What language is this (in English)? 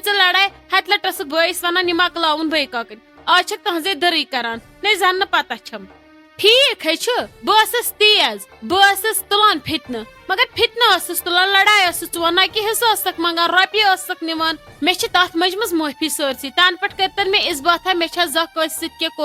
Kashmiri